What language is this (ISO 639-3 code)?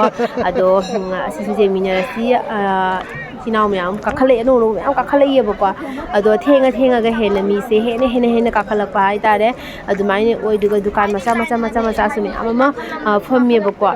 mni